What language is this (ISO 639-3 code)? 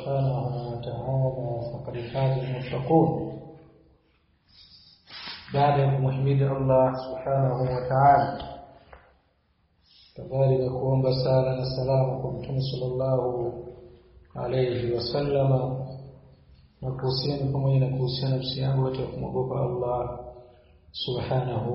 swa